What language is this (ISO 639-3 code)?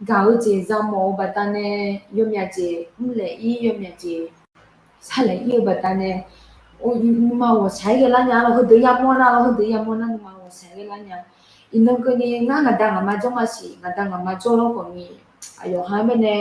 ahk